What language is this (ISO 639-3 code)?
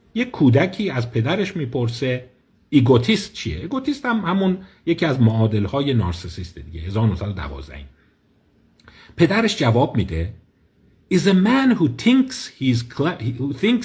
fas